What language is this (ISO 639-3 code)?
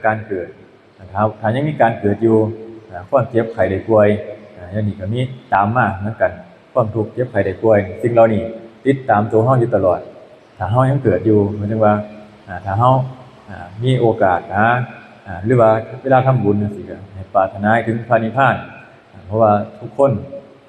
lao